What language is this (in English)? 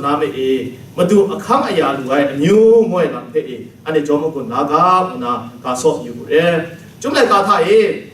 Kachin